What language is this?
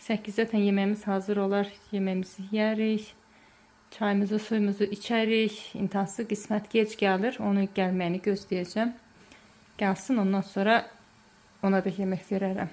Azerbaijani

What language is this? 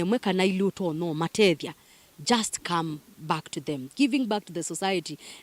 Kamba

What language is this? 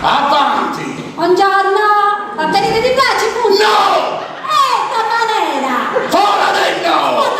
Sardinian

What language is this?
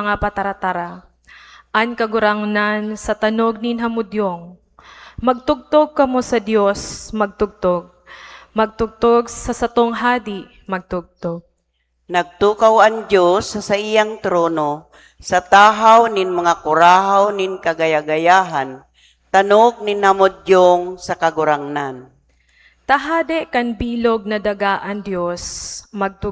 Bikol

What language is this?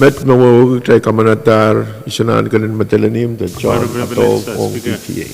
Pohnpeian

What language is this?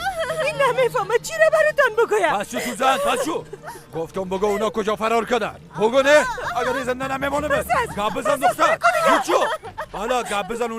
Persian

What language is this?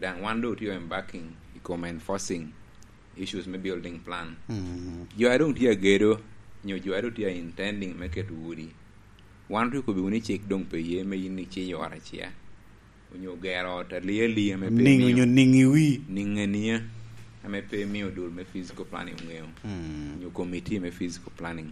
Lango (Uganda)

